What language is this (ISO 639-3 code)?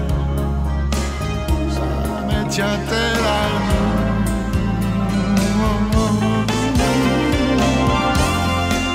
fra